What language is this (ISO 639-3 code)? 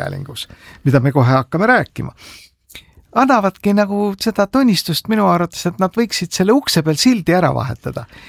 est